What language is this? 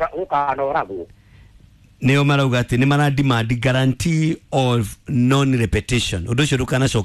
Kikuyu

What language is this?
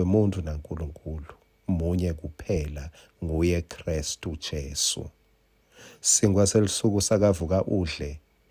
Swati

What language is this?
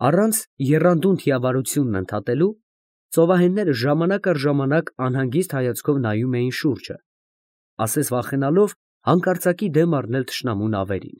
Armenian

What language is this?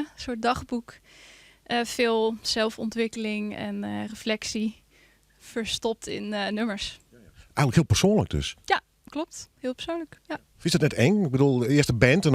Western Frisian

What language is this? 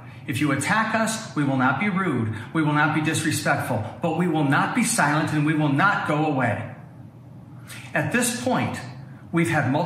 English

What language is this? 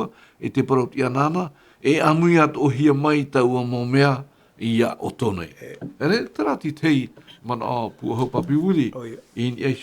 Tahitian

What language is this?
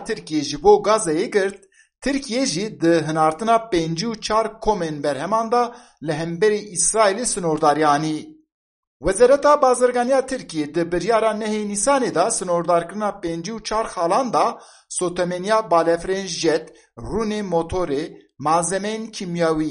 Kurdish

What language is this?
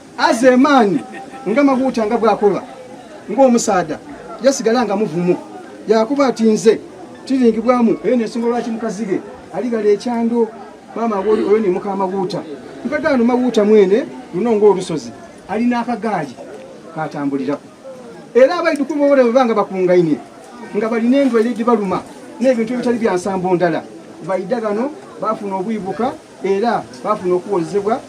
Soga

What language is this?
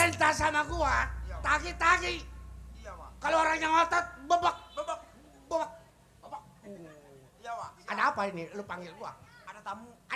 Betawi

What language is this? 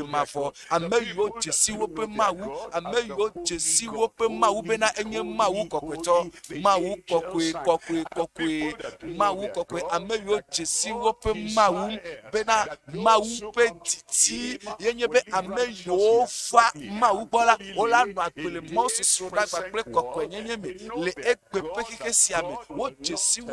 Ewe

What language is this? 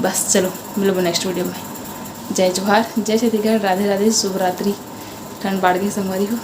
Chhattisgarhi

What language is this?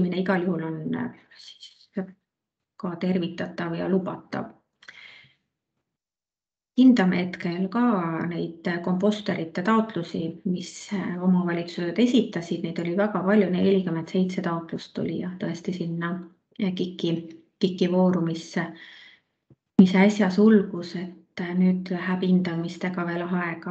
Estonian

